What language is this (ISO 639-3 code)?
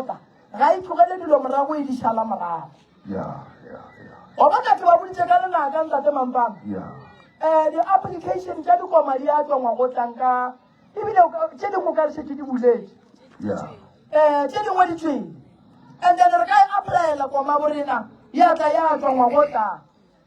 nso